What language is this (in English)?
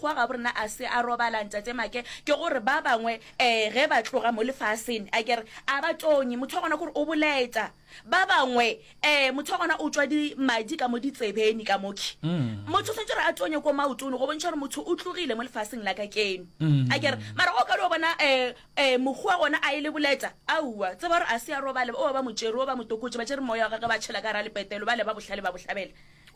Northern Sotho